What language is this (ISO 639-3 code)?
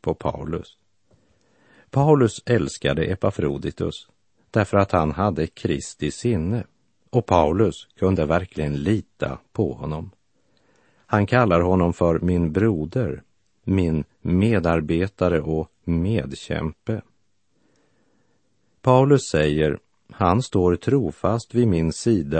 swe